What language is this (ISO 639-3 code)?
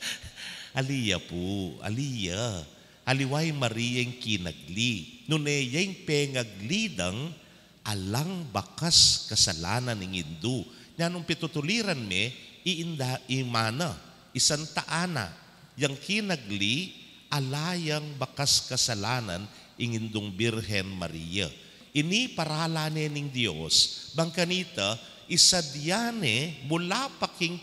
pam